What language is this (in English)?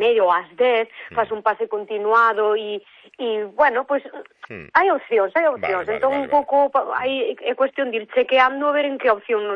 Galician